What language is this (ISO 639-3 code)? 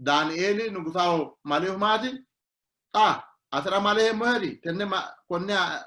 sid